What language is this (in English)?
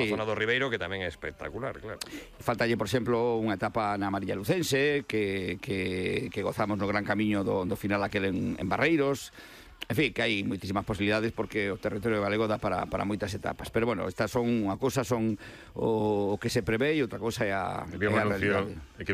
Galician